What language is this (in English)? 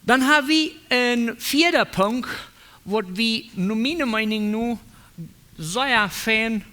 Plautdietsch